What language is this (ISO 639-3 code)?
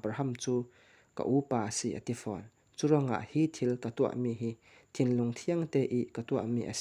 cfm